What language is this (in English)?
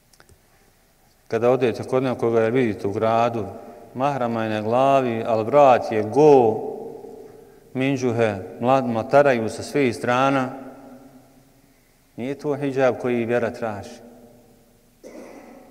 Bosnian